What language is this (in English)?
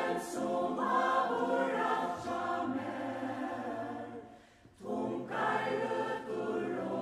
Faroese